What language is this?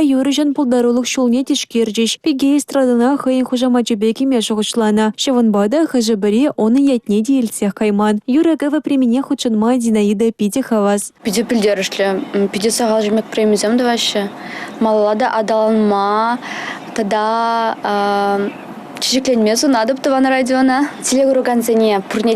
Chuvash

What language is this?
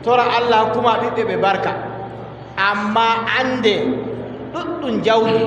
Adamawa Fulfulde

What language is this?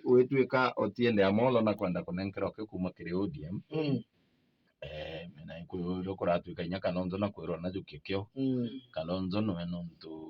Meru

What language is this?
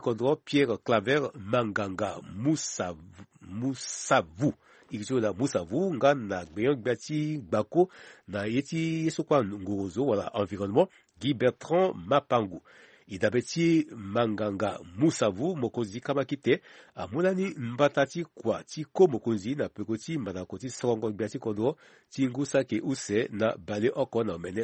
Sango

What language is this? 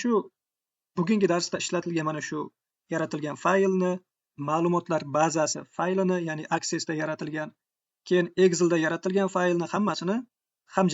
Uzbek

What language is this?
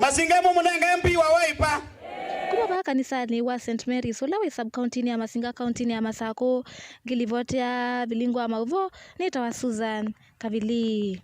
Kamba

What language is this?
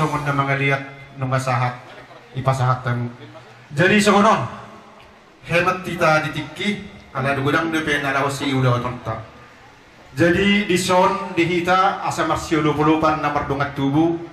Batak Toba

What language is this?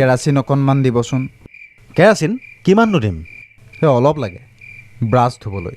Assamese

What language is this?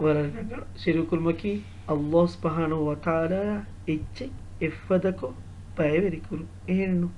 Divehi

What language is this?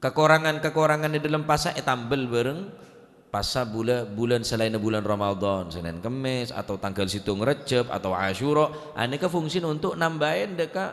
Madurese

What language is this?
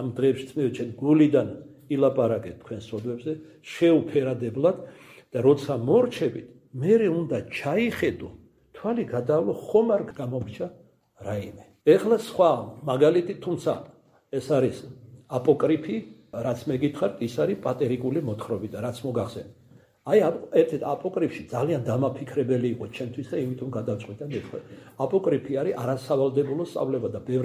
Georgian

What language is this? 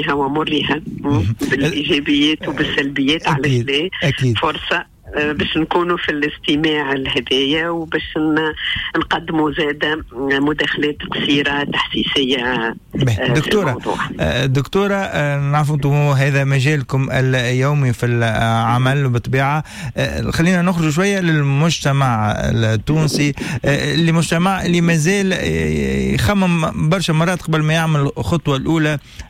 Tunisian Arabic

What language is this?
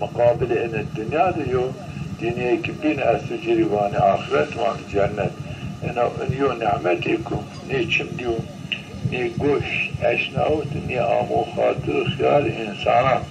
Zaza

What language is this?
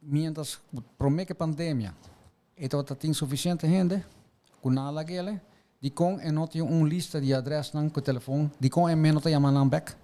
Papiamento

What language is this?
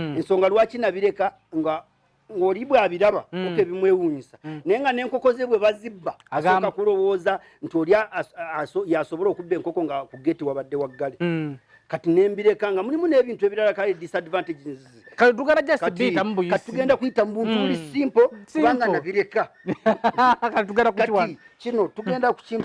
Ganda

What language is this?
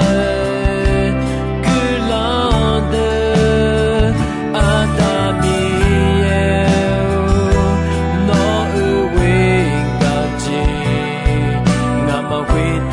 Akha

